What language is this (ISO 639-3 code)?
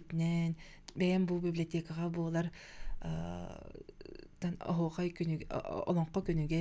sah